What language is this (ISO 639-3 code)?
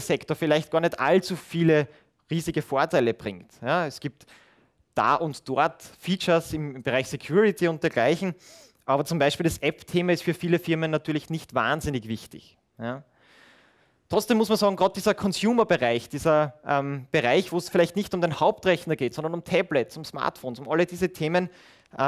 deu